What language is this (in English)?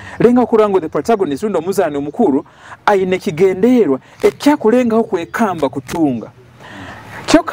Nyoro